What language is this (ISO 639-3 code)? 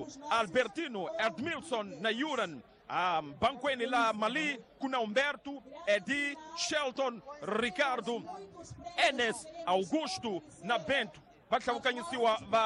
tso